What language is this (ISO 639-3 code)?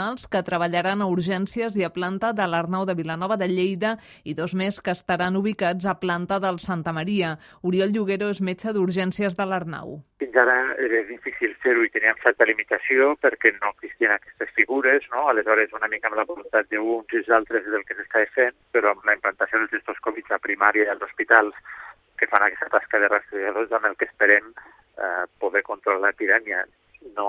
cat